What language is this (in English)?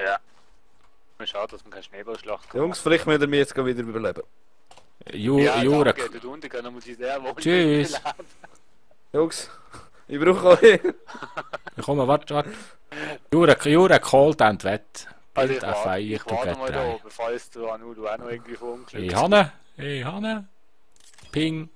Swiss German